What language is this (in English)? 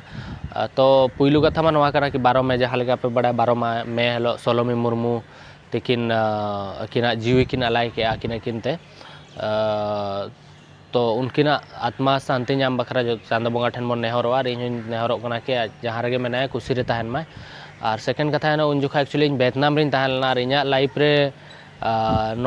Santali